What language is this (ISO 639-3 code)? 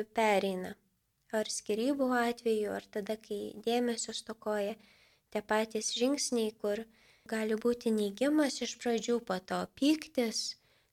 lit